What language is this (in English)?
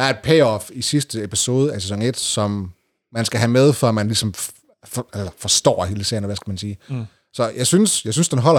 Danish